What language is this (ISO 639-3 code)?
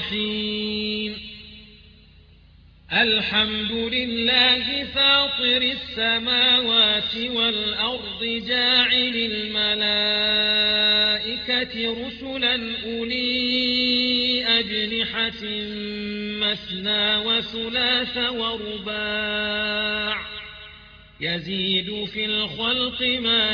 ara